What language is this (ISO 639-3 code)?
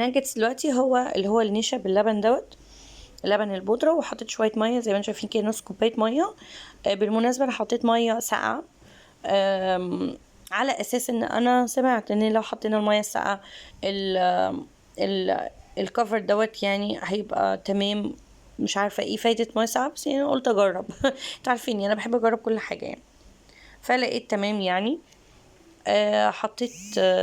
arz